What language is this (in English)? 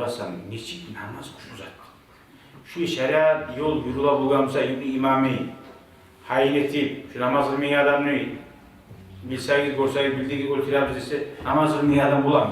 Kumyk